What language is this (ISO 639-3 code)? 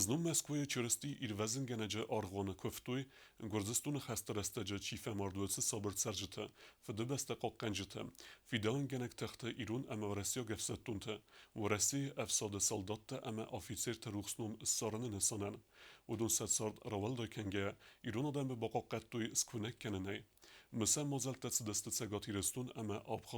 oss